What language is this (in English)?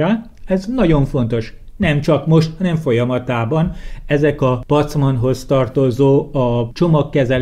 Hungarian